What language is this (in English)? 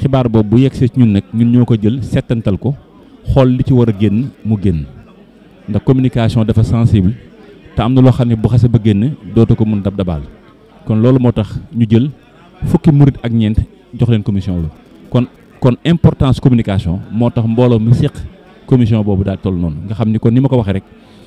Wolof